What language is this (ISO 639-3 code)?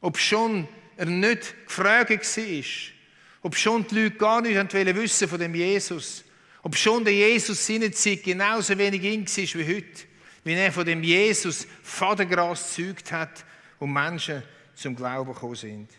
gsw